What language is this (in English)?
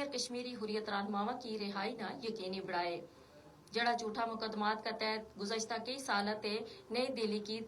Gujari